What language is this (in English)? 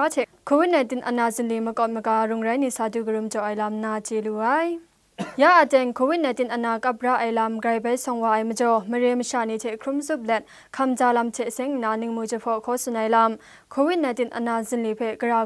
Kachin